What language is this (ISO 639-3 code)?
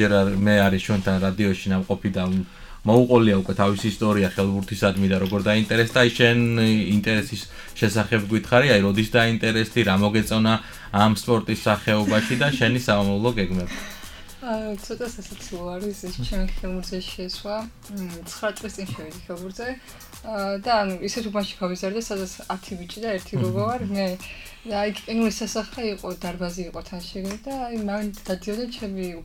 kat